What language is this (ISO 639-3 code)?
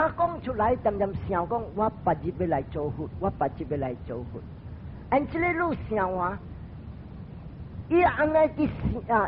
nan